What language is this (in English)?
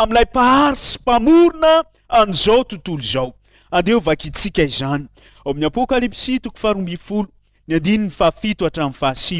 Malagasy